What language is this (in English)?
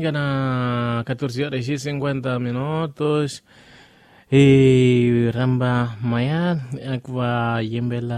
Tsonga